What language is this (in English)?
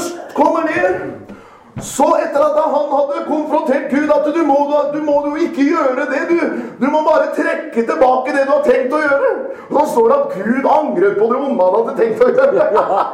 Norwegian